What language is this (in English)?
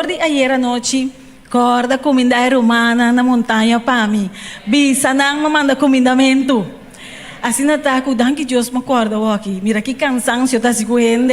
Papiamento